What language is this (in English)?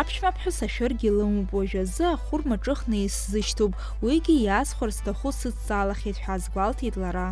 Abkhazian